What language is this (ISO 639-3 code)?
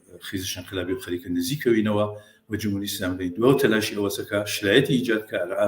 ckb